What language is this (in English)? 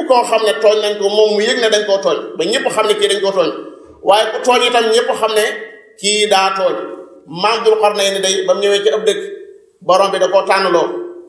Wolof